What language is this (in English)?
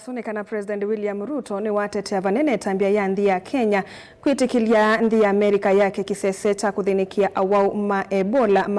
Kamba